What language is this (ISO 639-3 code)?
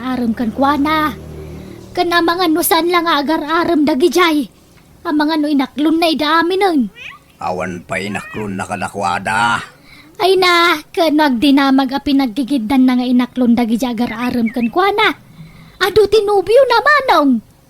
ilo